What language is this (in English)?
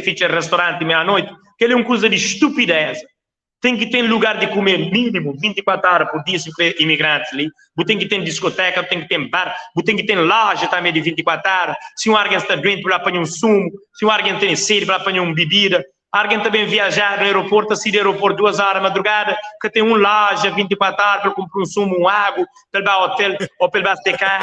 Kabuverdianu